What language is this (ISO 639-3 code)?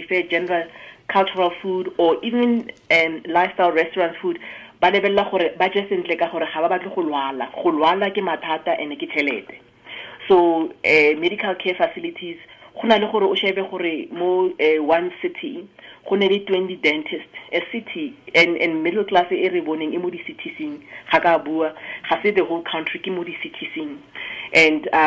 tsn